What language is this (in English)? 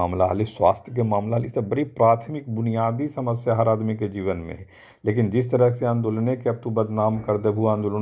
Magahi